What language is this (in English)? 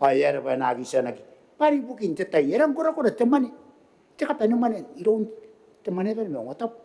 Gilbertese